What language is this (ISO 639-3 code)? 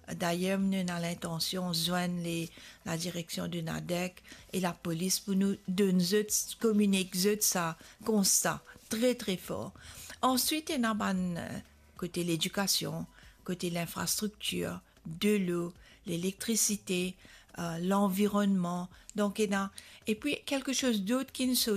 mfe